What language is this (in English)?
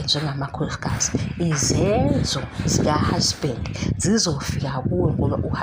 Zulu